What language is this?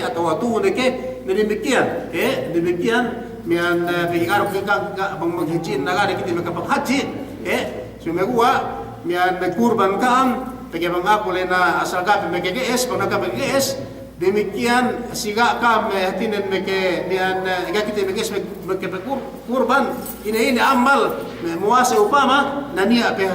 Yakan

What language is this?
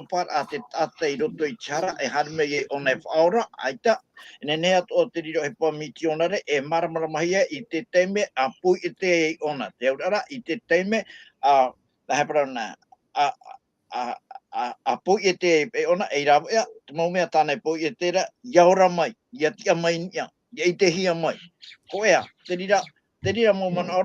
Tahitian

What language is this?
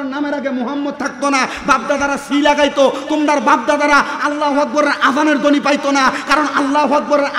Bangla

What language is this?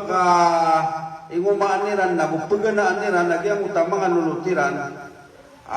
Maranao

